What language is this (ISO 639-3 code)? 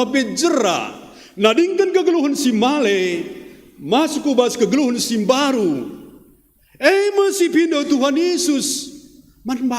btx